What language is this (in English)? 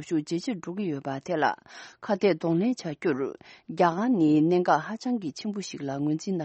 Tibetan